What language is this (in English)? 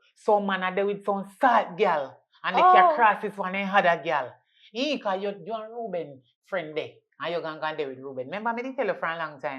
Jamaican Creole English